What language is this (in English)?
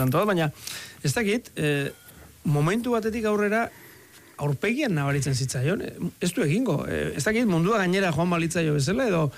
Basque